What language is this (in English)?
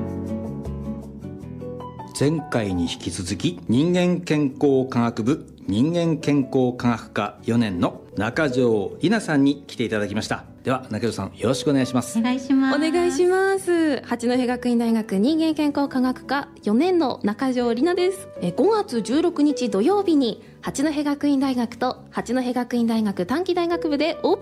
Japanese